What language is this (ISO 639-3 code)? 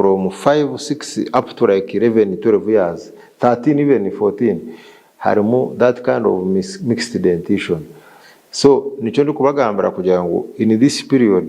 nyn